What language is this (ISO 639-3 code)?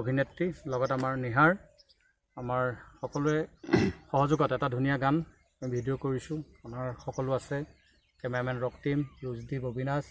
asm